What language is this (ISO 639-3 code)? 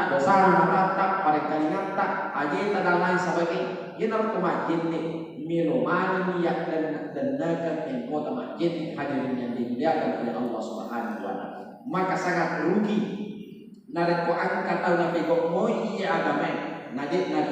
bug